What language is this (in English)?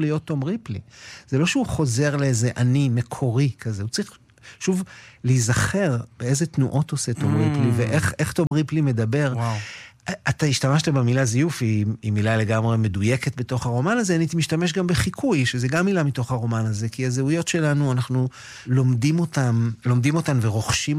Hebrew